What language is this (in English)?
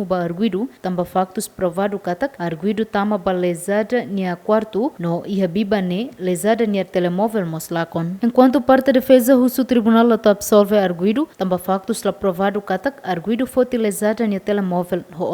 Tetum